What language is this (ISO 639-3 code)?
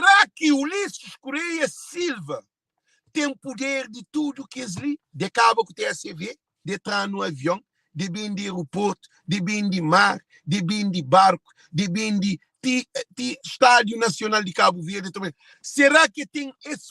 kea